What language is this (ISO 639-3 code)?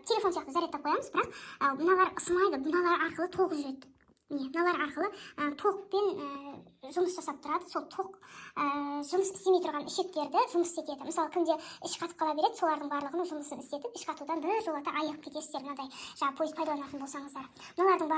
kaz